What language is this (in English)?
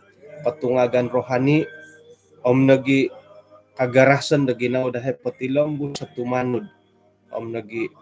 Central Dusun